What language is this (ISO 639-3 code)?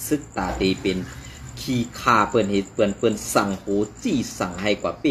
shn